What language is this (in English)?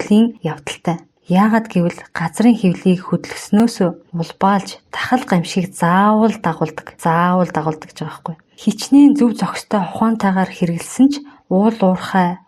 Mongolian